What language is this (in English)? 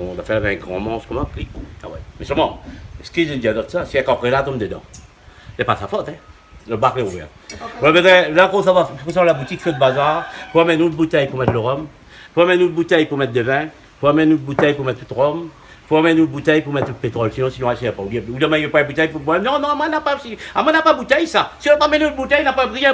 Réunion Creole French